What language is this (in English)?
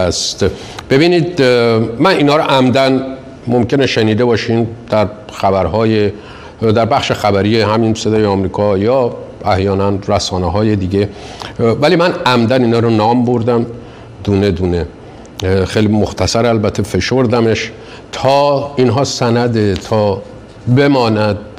Persian